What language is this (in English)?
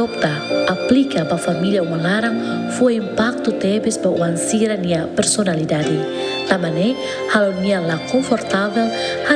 Tetum